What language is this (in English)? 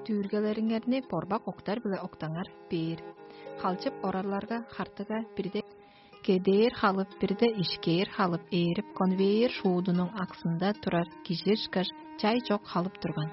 Tuvinian